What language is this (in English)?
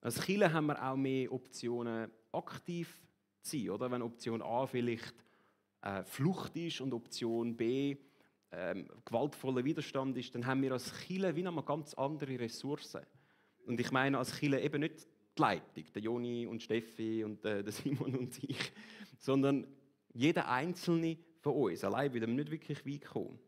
Swiss German